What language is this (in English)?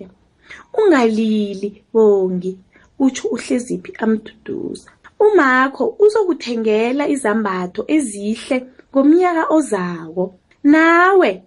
South Ndebele